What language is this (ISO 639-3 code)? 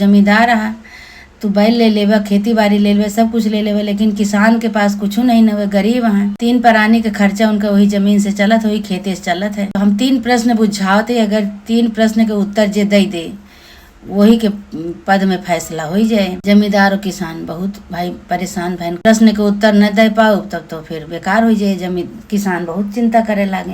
awa